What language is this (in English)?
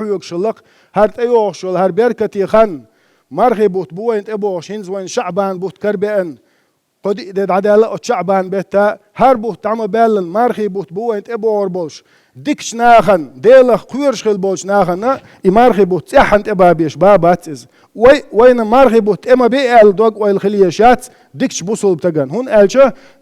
Chechen